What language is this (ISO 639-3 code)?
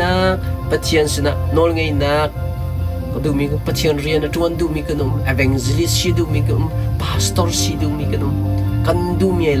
cnh